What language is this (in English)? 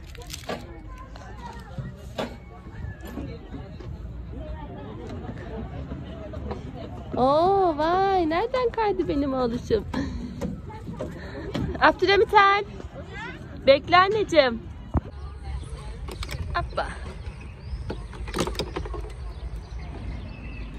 Turkish